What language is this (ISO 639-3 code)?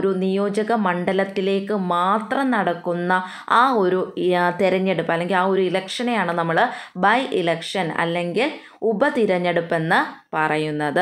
mal